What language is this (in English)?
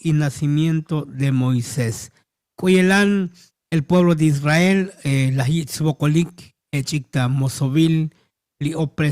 Tzotzil